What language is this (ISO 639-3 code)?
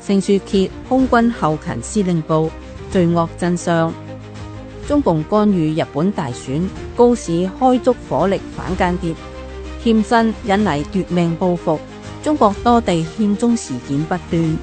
yue